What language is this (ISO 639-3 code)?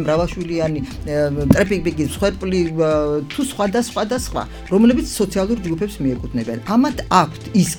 kat